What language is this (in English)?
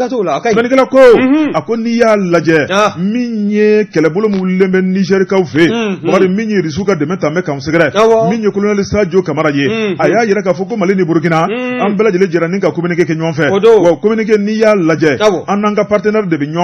Bambara